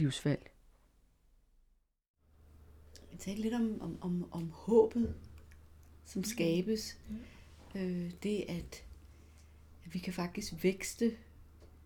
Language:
Danish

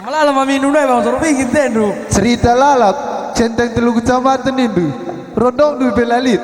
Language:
Batak Karo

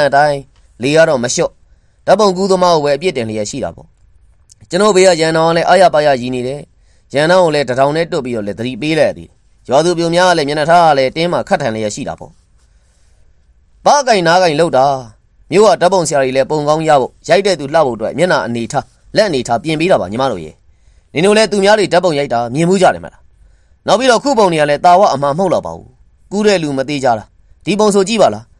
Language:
Burmese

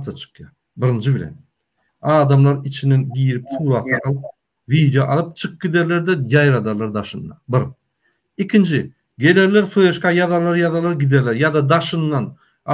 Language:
Turkmen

